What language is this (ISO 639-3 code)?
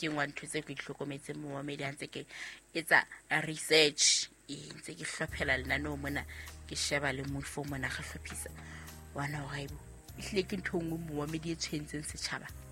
sot